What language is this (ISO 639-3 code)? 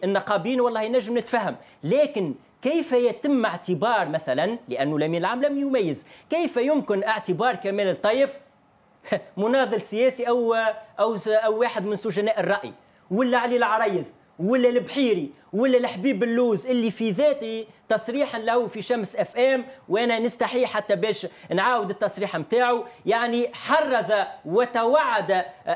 aeb